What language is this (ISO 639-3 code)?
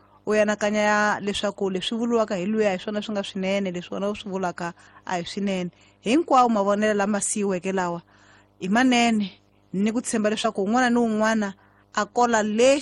tso